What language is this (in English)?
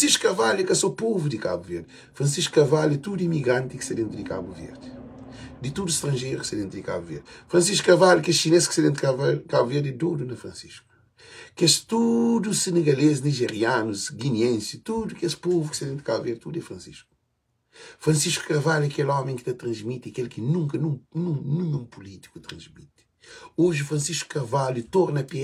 Kabuverdianu